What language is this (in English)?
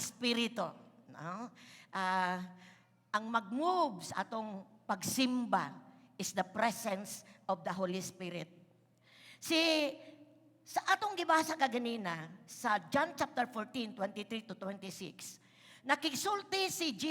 Cebuano